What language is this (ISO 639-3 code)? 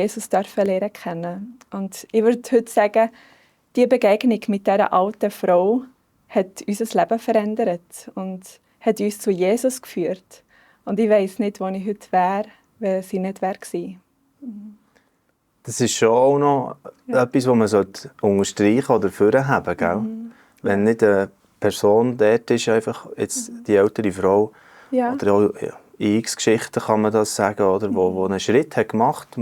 gsw